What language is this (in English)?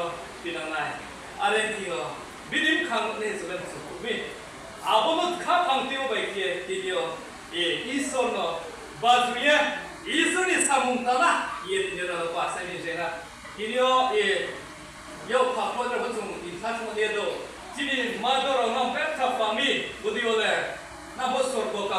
Riang (India)